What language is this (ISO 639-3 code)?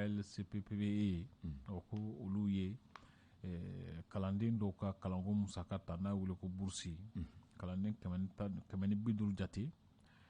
bam